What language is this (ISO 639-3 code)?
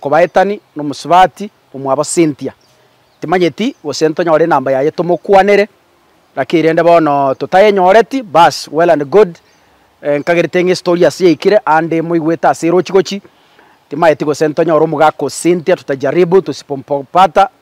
guz